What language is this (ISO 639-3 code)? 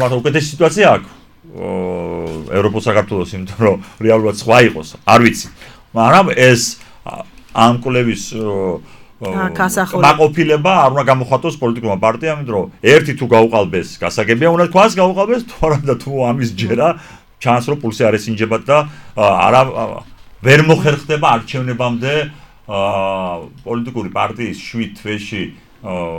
kat